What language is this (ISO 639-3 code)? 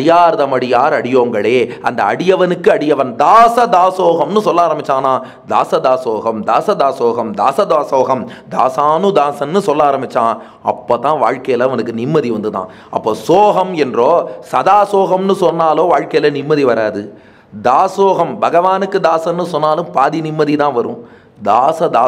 tam